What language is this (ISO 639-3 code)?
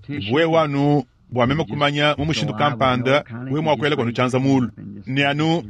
lua